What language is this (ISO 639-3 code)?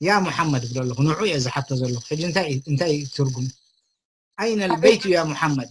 tir